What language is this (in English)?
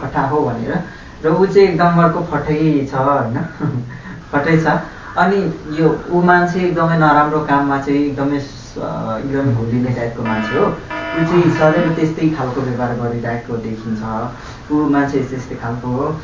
Nepali